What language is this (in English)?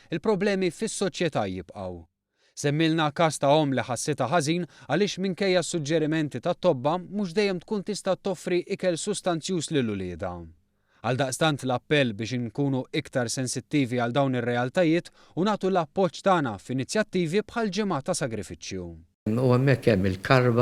Maltese